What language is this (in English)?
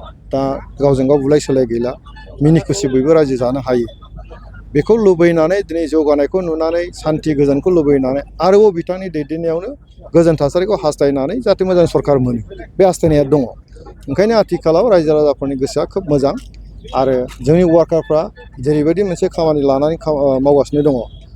Bodo